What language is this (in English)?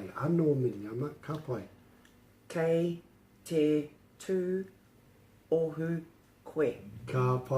Māori